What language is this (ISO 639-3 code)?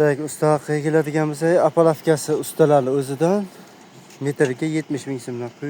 uzb